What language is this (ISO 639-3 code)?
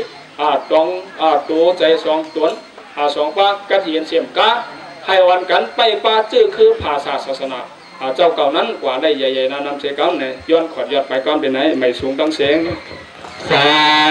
shn